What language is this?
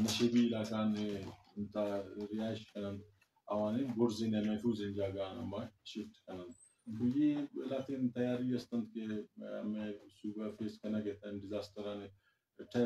Eastern Balochi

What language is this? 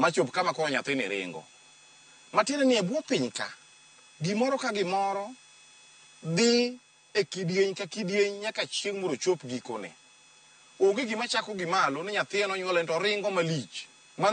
Luo (Kenya and Tanzania)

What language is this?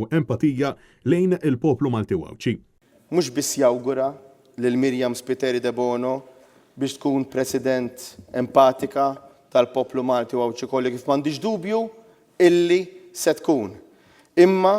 Maltese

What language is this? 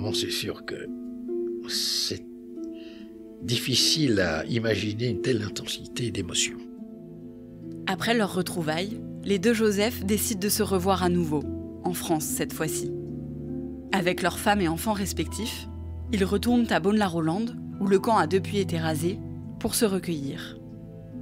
French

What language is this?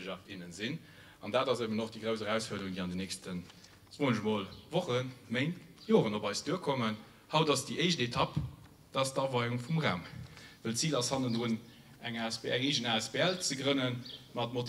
Luxembourgish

